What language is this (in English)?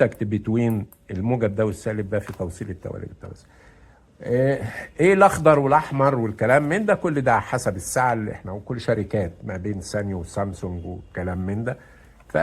Egyptian Arabic